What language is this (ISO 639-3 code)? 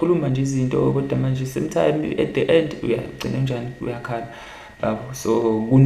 zul